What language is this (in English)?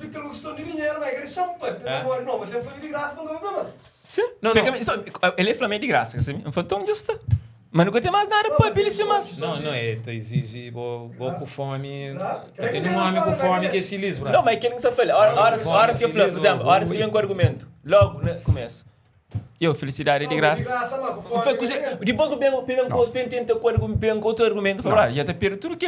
Kabuverdianu